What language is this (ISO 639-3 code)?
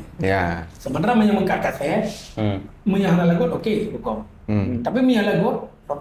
ace